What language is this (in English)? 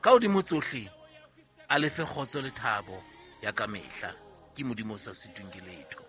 Southern Sotho